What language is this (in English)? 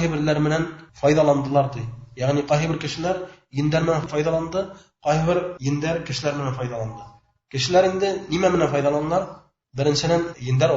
Bashkir